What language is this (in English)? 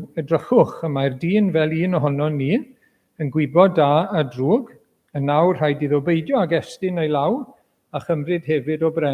Welsh